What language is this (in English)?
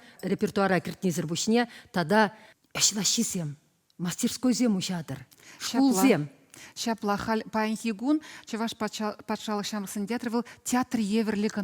Chuvash